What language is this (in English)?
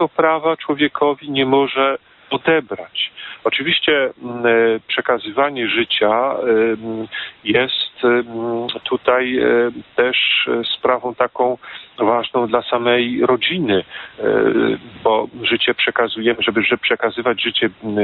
Polish